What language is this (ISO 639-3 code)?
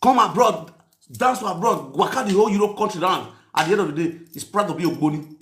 pcm